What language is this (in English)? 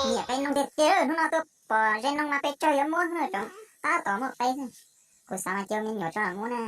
Hmong